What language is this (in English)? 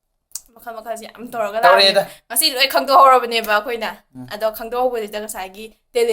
Manipuri